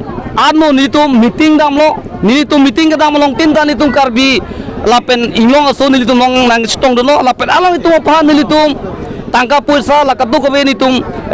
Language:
Karbi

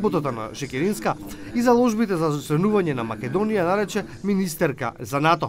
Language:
Macedonian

